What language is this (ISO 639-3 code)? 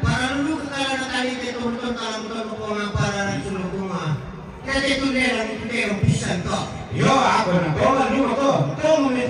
sda